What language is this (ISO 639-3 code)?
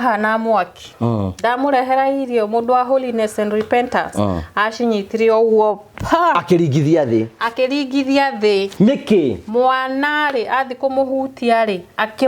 kik